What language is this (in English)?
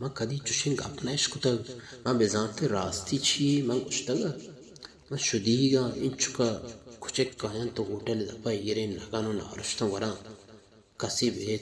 Baluchi